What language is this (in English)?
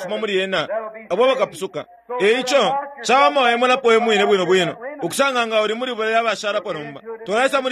Bemba